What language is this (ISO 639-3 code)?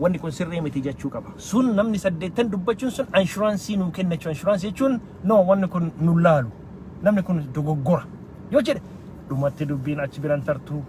orm